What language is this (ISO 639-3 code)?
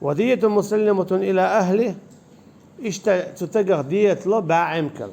che